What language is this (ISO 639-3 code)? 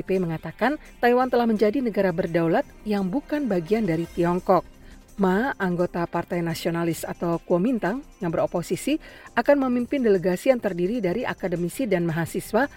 ind